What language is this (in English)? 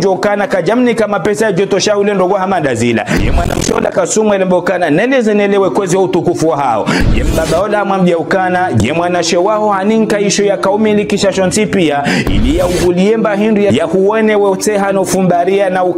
Ngazidja Comorian